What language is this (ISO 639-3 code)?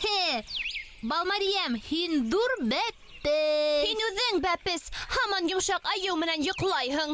bak